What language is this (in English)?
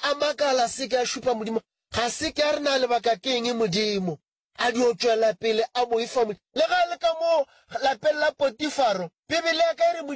Northern Sotho